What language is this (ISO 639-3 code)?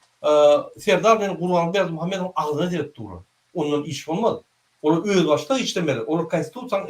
tuk